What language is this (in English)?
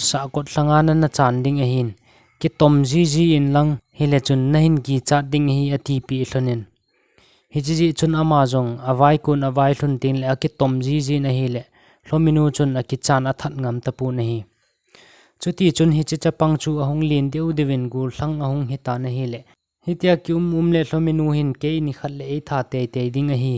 Thado Chin